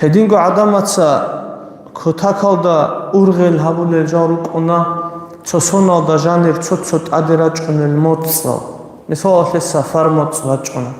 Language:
Avaric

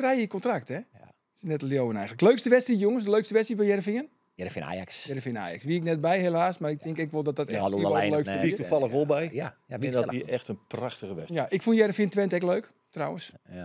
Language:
Western Frisian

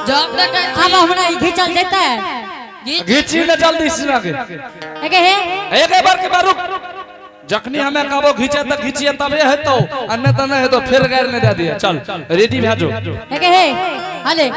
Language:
Angika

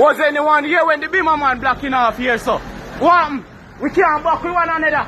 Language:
Jamaican Creole English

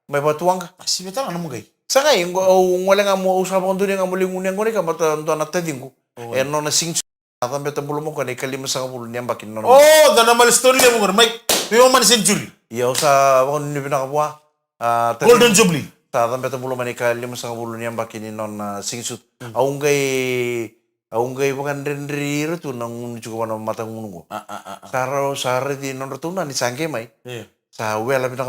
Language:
Fijian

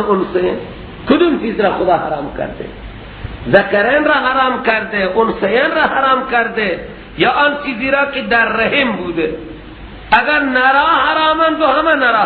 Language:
Persian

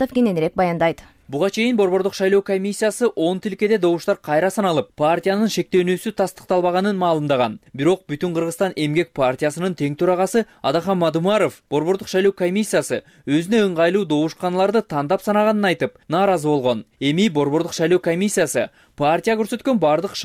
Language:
Kyrgyz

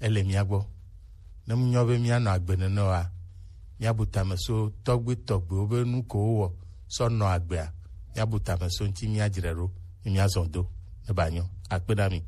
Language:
Gen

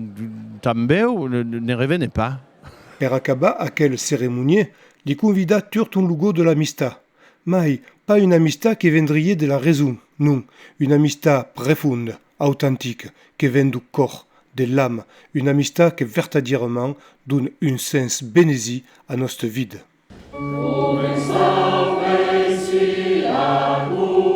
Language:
Occitan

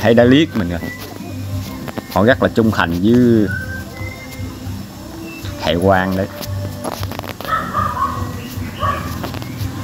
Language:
Vietnamese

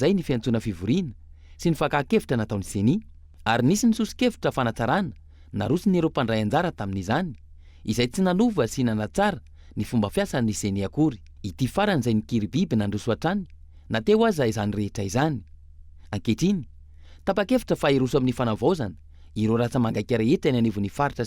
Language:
Malagasy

